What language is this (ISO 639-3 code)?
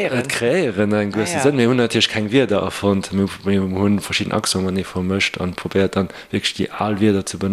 ltz